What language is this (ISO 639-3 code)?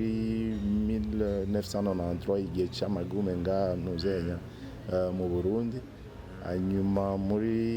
run